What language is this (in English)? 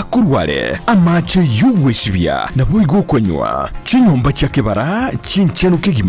Gusii